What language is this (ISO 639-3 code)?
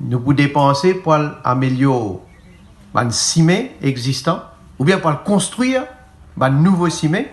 mfe